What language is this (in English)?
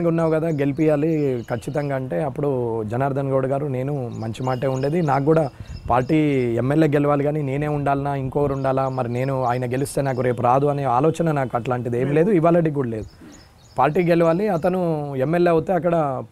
Telugu